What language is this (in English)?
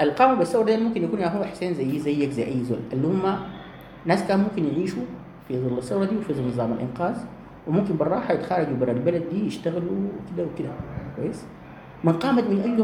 Sudanese Arabic